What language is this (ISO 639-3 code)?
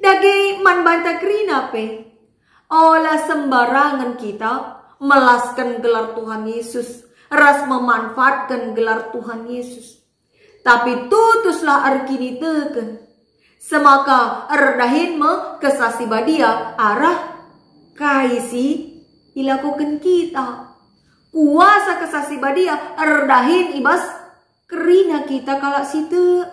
btx